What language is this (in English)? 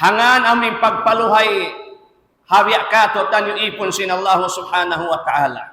Tausug